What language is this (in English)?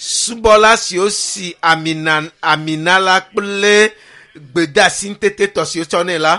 Ewe